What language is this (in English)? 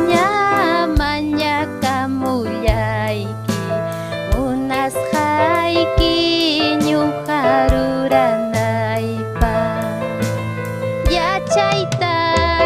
Ayacucho Quechua